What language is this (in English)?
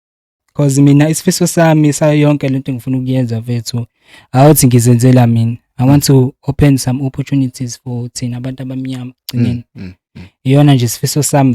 Zulu